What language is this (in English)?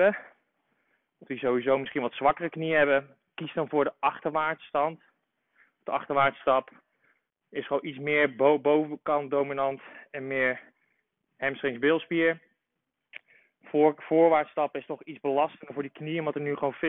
Dutch